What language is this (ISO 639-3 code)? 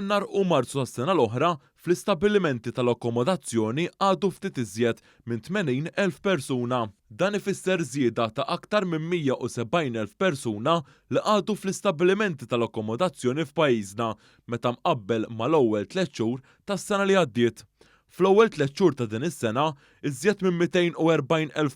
mlt